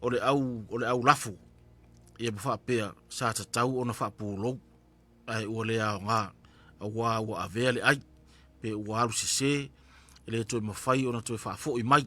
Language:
Samoan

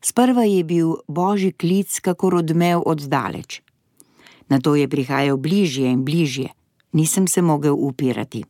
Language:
Slovenian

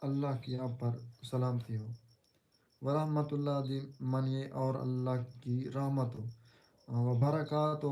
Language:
Saraiki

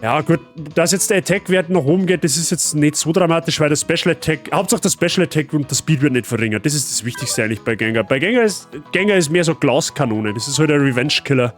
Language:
Bavarian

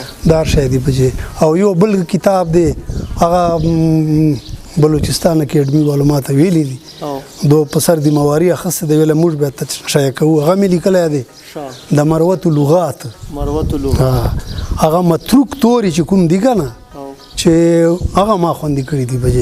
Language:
Pashto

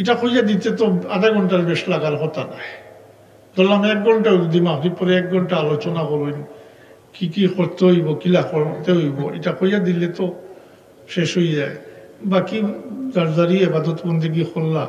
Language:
Sylheti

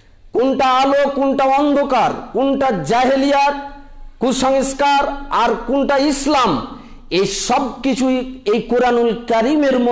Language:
Bangla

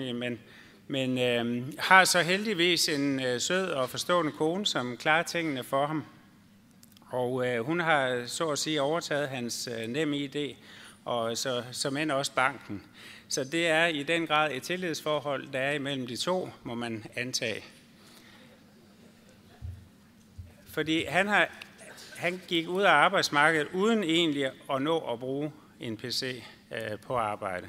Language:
Danish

